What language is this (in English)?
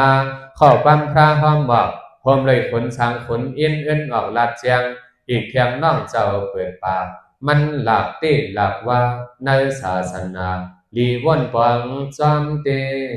Shan